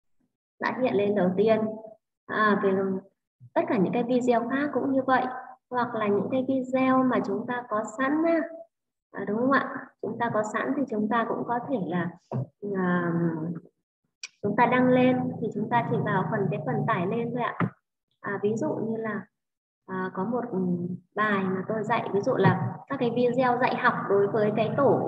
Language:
Vietnamese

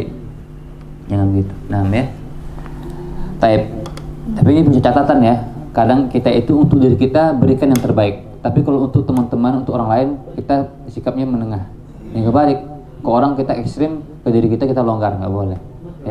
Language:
Indonesian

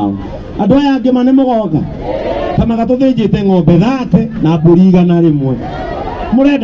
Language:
Kikuyu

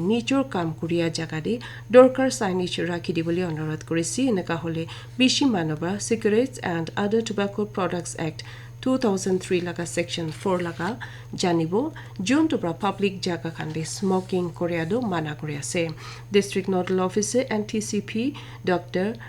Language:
Naga Pidgin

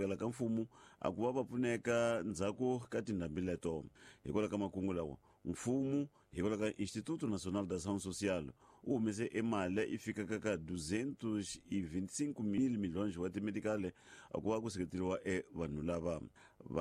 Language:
Tsonga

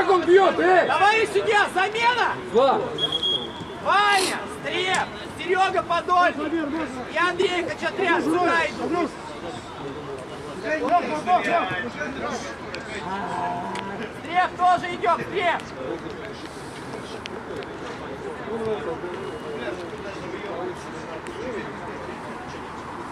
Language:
Russian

